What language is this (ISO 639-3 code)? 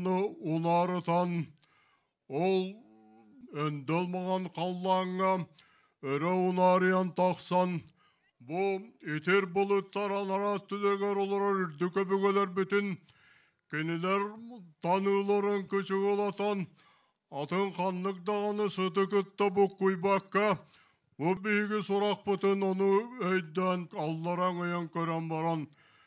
sah